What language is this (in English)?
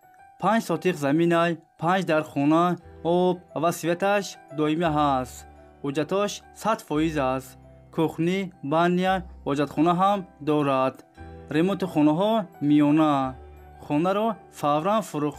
Tajik